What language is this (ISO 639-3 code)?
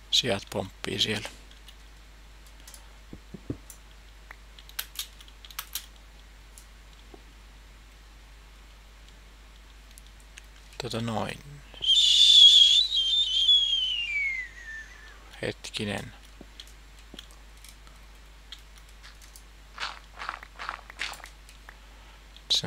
fin